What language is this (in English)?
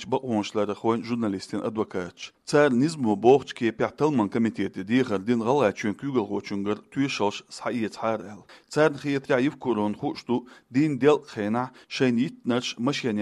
Chechen